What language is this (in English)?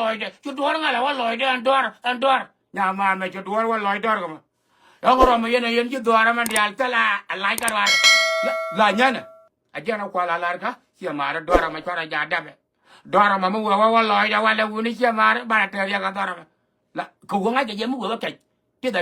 Nuer